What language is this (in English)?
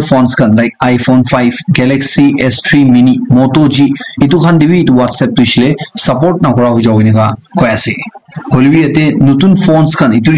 Naga Pidgin